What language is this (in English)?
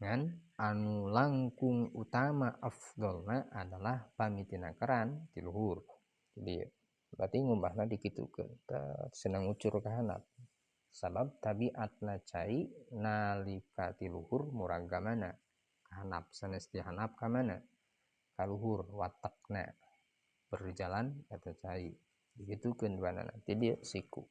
Sundanese